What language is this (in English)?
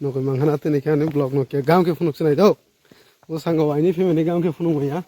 Kok Borok